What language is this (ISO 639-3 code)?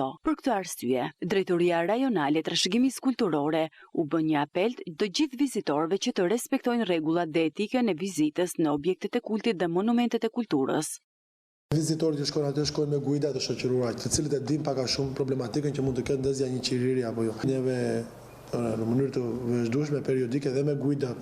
sqi